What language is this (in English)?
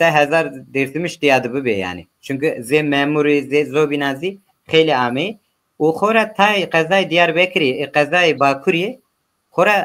Zaza